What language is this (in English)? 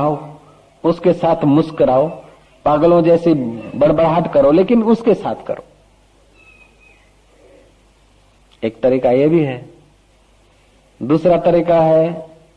Hindi